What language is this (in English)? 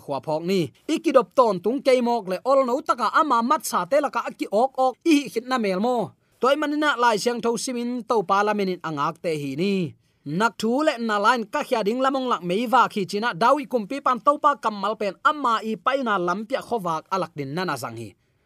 Tedim Chin